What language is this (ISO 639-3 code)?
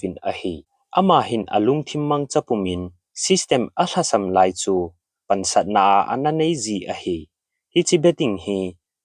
tcz